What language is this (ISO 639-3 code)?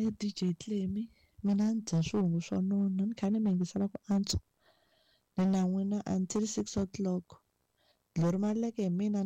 tso